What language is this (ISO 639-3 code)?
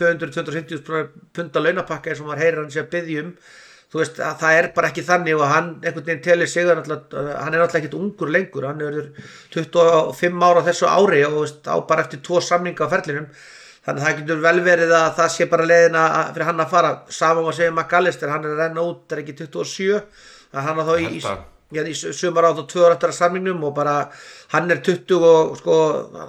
isl